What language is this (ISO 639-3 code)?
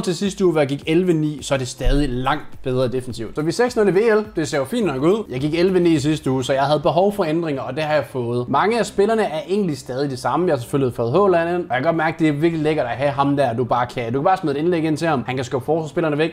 dan